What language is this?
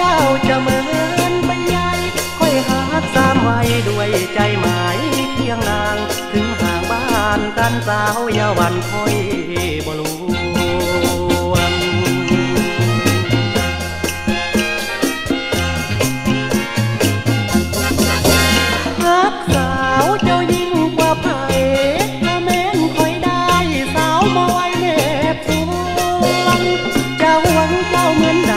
Thai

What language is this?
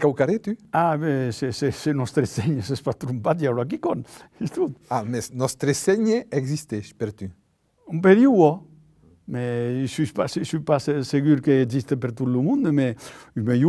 Occitan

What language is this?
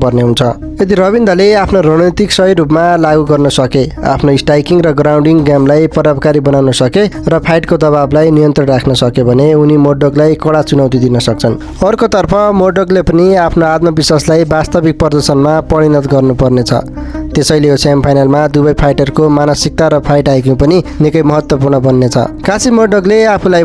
Nepali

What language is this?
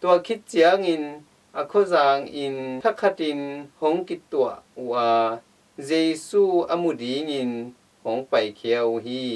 Tedim Chin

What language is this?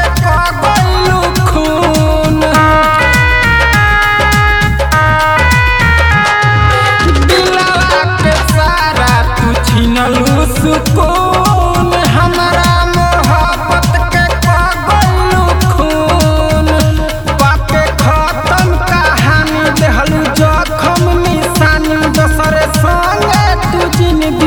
Bhojpuri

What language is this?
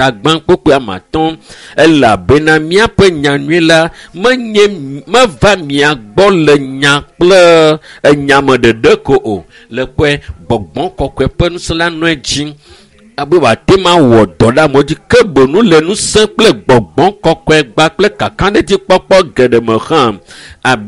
Ewe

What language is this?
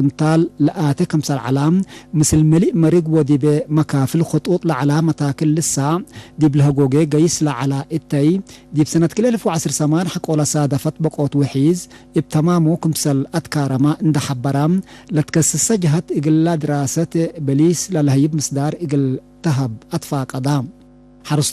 Tigre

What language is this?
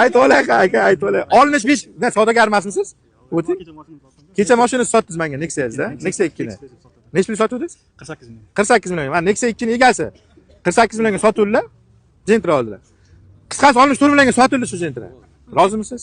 Uzbek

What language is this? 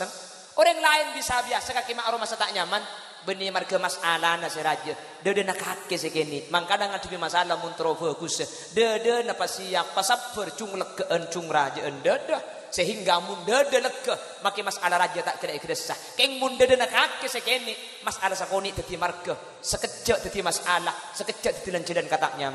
Madurese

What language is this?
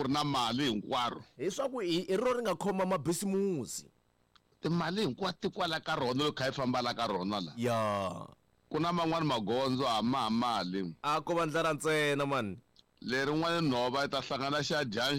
Tsonga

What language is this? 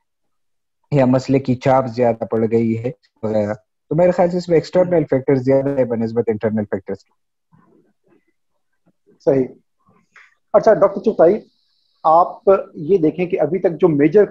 Urdu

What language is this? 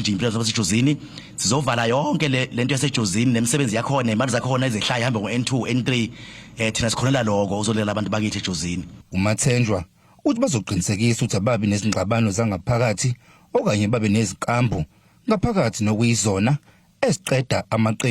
Zulu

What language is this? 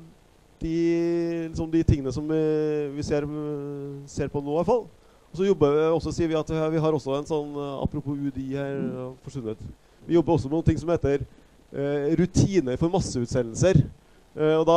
Norwegian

